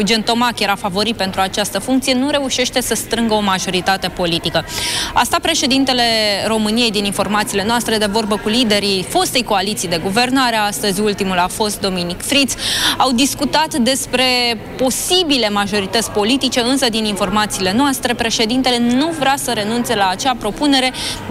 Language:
Romanian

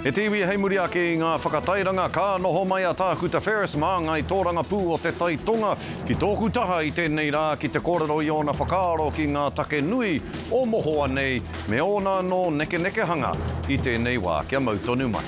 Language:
Māori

